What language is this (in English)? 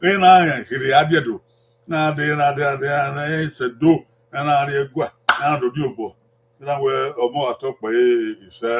Bini